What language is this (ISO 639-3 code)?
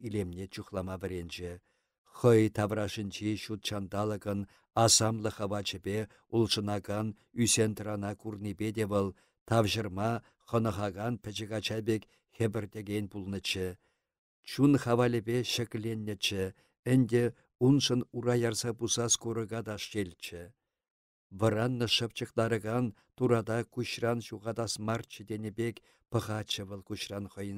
chv